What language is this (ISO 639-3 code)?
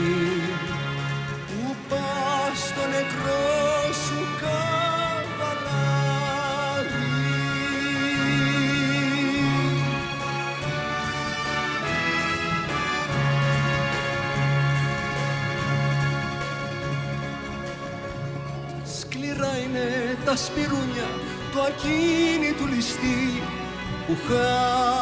ell